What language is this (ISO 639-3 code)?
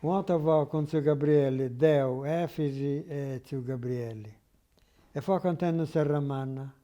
srd